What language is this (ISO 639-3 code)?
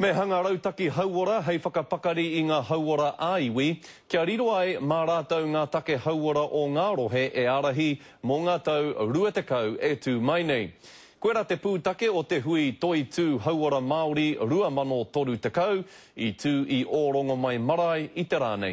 mri